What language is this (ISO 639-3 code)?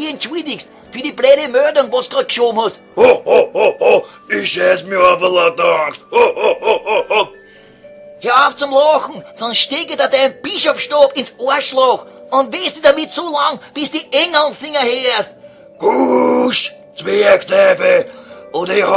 bar